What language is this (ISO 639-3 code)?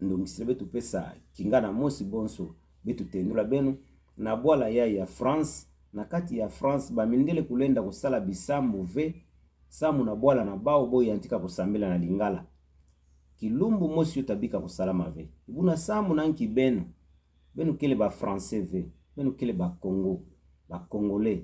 ktu